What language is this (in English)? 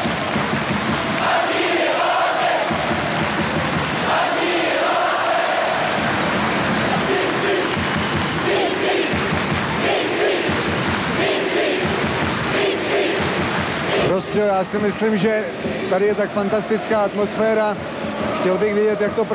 Czech